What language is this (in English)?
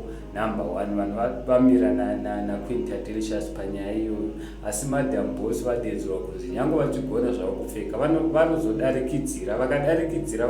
Shona